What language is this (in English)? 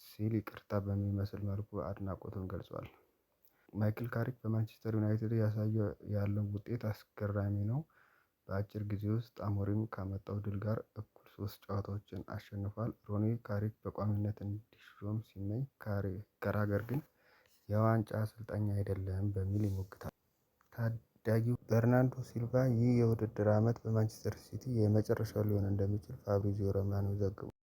Amharic